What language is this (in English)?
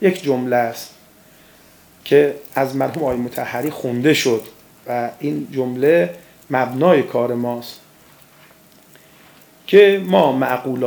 Persian